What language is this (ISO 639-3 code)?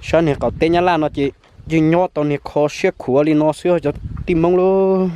hmn